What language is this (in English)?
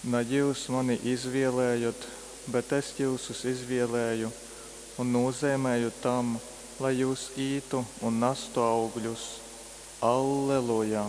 Latgalian